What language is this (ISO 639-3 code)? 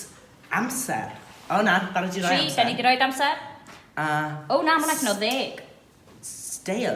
cym